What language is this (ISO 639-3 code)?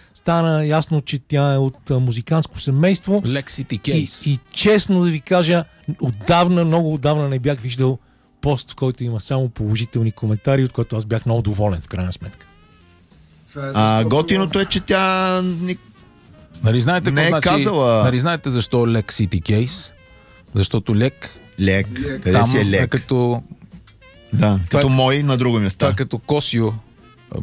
bul